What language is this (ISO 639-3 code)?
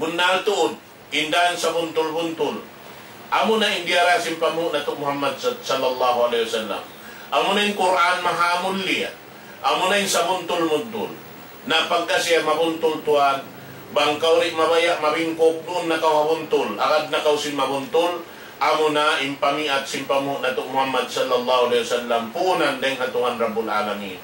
tsg